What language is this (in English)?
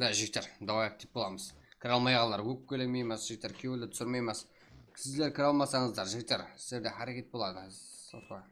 Kara-Kalpak